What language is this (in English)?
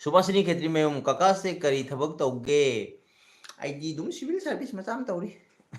Manipuri